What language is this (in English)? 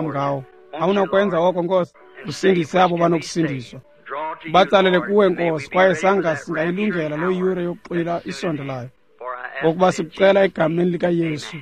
Xhosa